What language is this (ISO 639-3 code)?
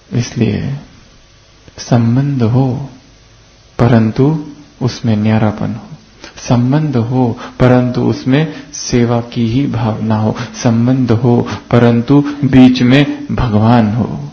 hin